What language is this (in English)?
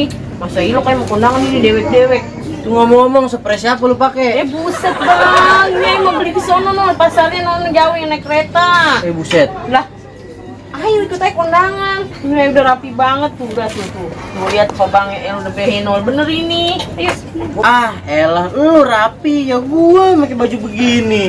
Betawi